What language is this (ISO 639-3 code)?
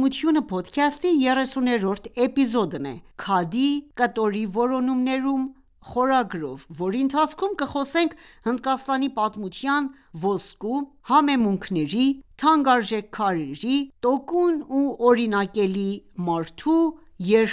hye